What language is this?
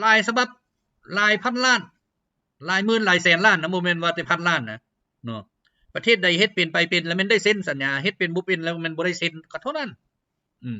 Lao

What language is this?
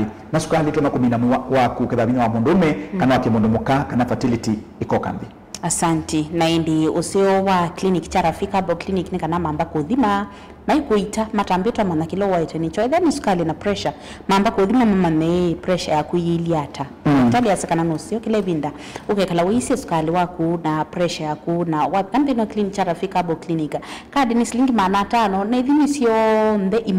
Kamba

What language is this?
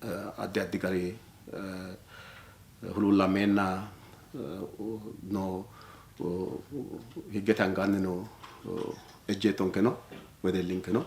Sidamo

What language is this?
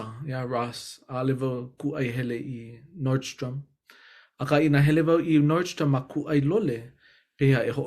Hawaiian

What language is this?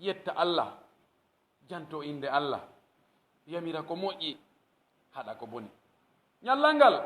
Pular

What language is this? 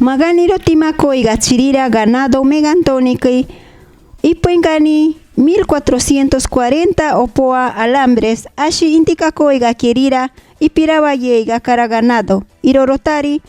Machiguenga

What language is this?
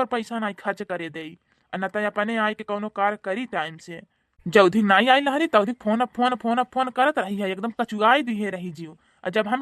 Bhojpuri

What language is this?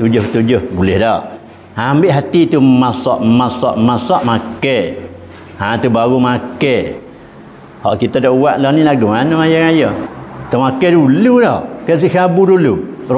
Malay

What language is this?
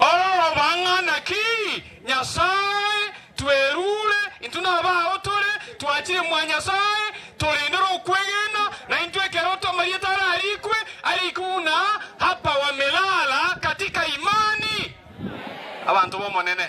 Gusii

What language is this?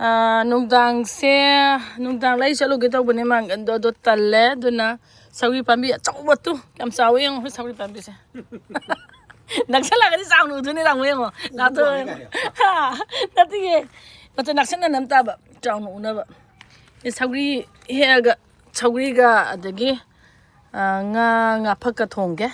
Manipuri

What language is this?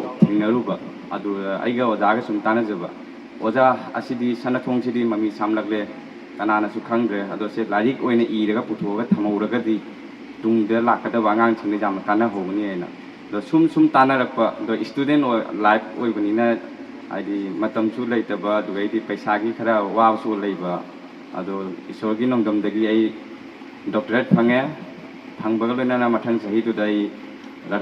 Manipuri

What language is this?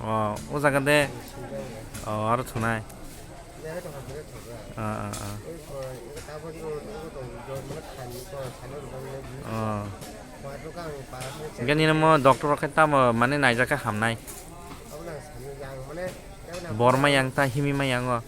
Kok Borok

